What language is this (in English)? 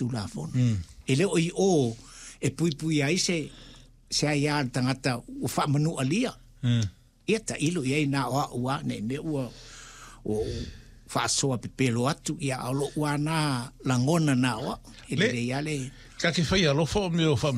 Samoan